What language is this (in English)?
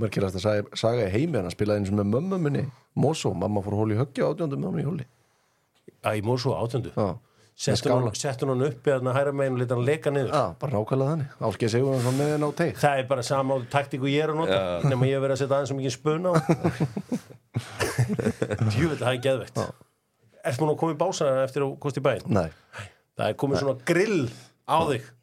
Icelandic